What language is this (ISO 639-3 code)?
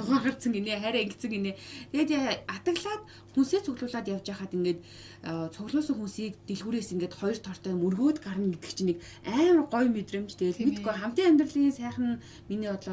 mon